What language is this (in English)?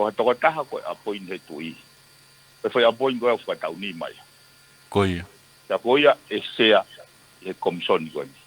Tongan